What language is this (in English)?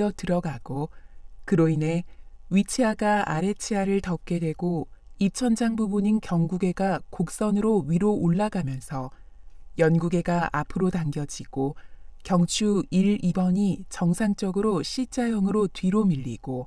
Korean